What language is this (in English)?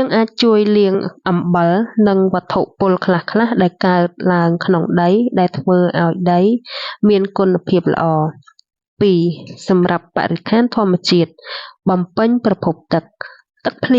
Khmer